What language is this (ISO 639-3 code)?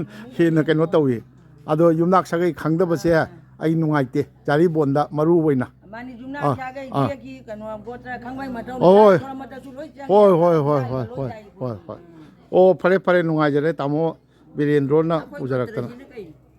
mni